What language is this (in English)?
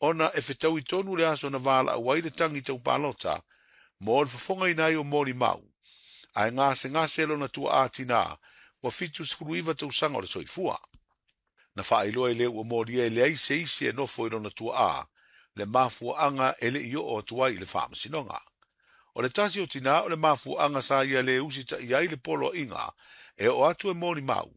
Samoan